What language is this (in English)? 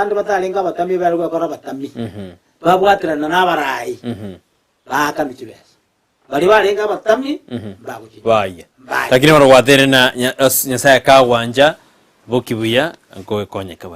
Gusii